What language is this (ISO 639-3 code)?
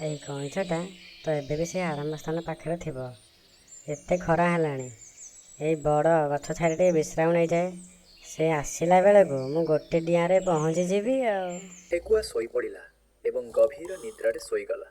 ori